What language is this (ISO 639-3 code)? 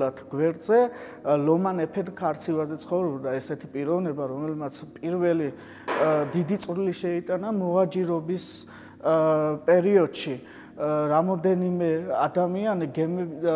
kat